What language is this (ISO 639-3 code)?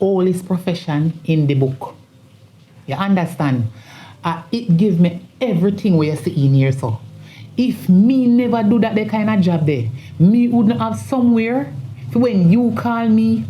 jam